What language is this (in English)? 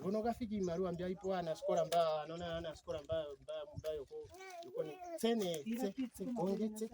Ndonga